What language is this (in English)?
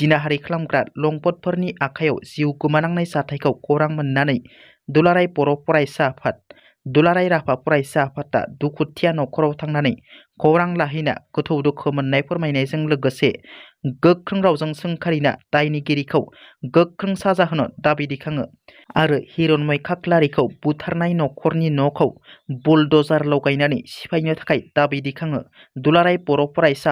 Bodo